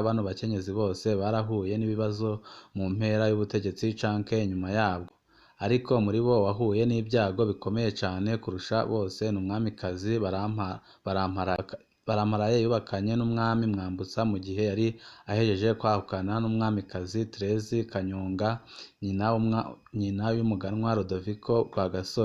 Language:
Rundi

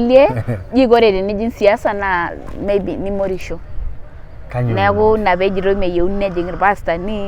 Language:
Masai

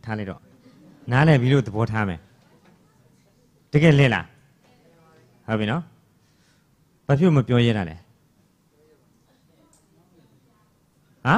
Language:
Burmese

